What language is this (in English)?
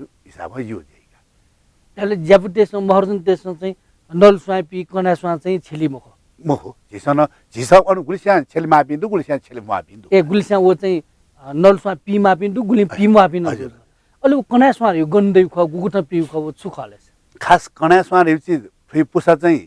Newari